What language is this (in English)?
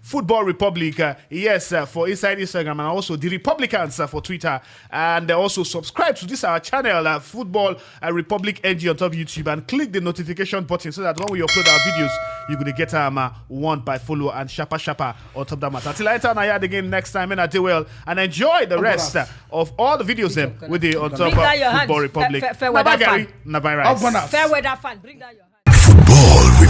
Nigerian Pidgin